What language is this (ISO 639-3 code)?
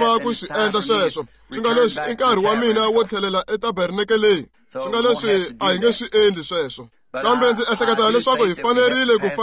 tso